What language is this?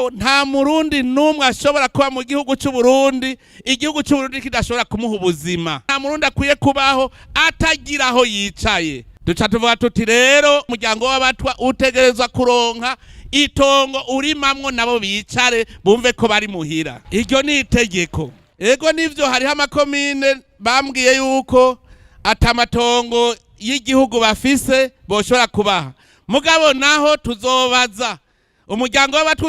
Rundi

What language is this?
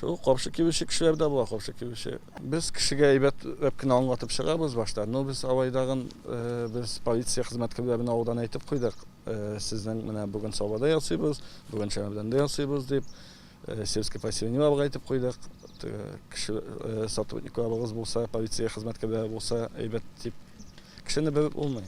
Tatar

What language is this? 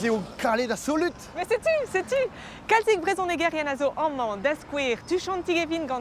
Breton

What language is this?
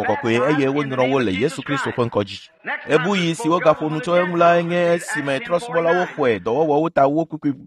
Ewe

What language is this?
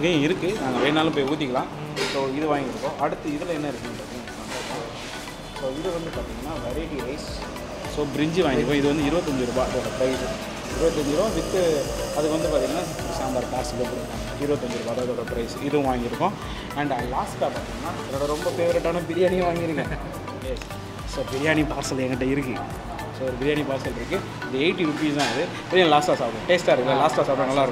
Tamil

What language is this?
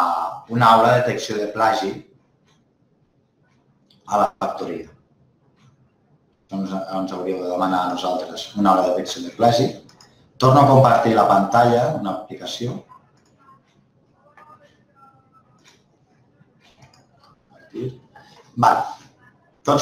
Catalan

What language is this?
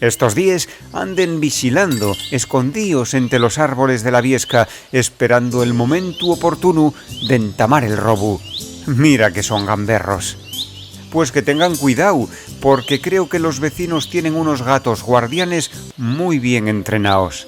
Asturian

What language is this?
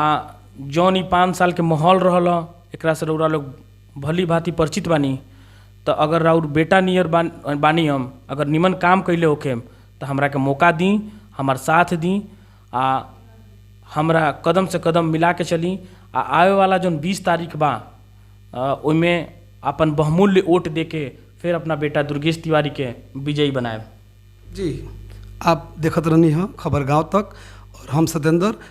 Bhojpuri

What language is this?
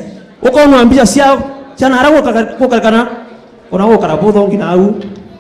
Meru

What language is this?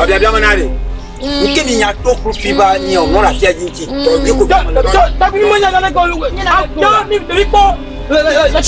Ewe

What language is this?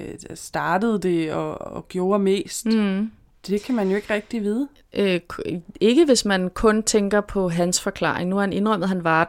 Danish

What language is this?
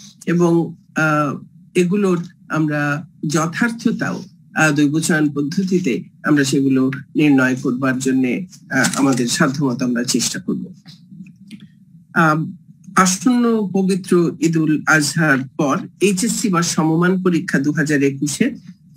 Bangla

